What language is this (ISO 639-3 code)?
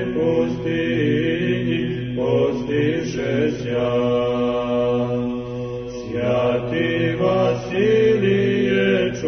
srp